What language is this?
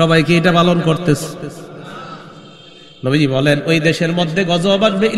Bangla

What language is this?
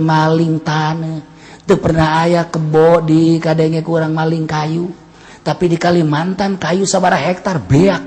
Sundanese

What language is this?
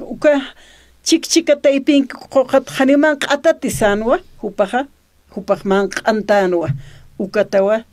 Aymara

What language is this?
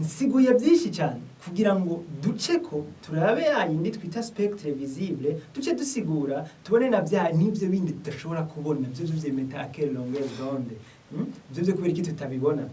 Rundi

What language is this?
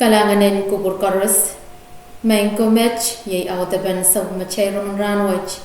Pohnpeian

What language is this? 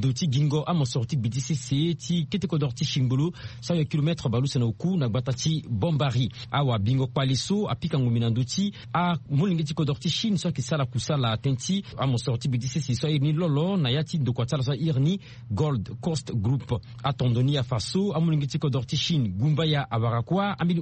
Sango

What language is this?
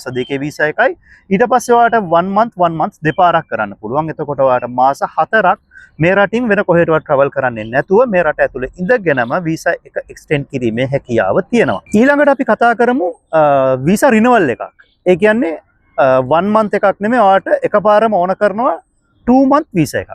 Sinhala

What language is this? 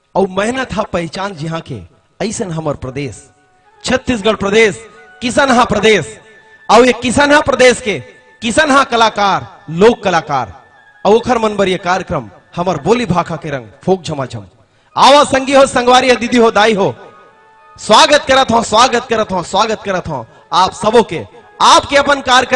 Chhattisgarhi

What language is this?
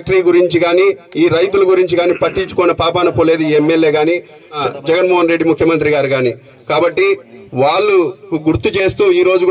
Telugu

